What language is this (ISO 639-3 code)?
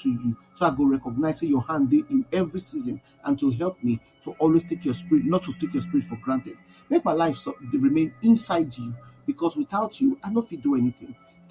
pcm